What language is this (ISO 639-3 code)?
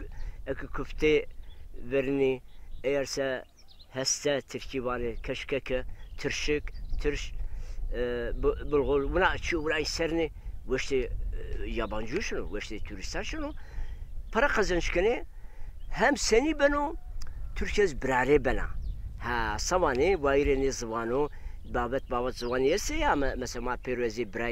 zza